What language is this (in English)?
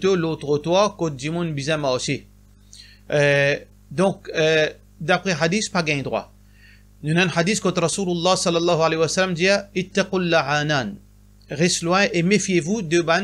Morisyen